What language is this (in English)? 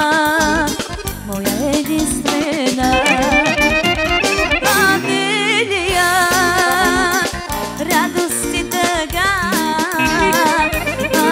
Bulgarian